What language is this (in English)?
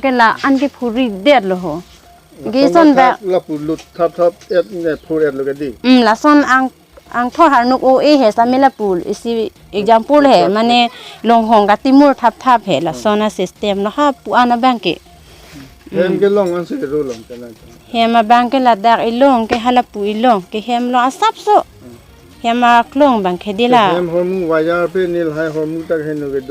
Karbi